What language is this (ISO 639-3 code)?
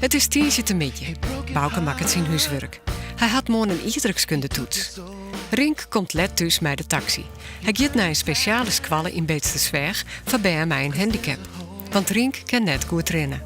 fry